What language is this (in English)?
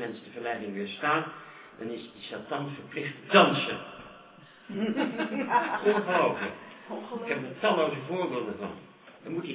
Dutch